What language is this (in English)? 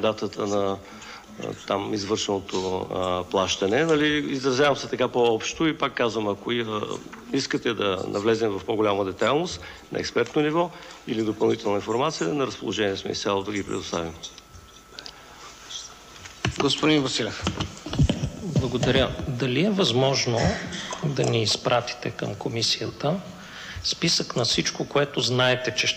Bulgarian